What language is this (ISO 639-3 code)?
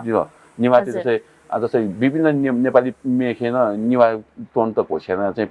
new